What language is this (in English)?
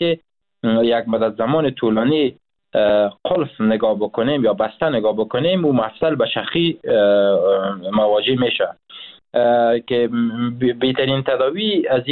Persian